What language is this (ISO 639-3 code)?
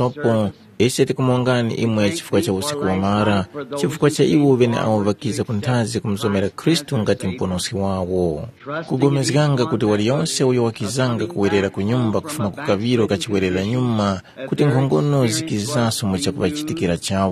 tum